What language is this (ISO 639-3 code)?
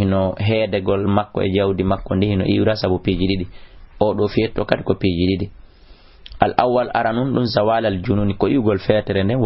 ful